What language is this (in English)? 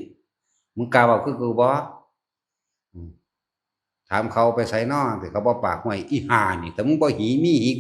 Northeastern Thai